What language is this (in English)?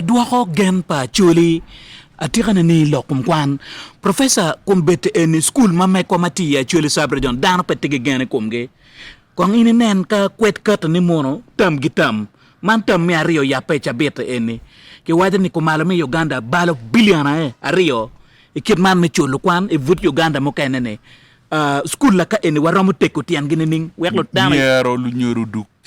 Acoli